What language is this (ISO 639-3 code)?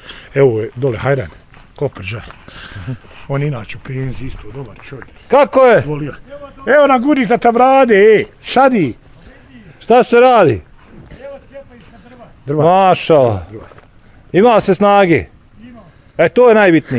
bos